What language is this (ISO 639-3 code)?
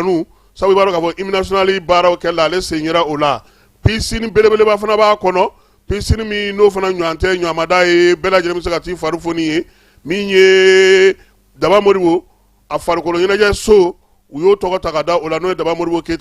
bam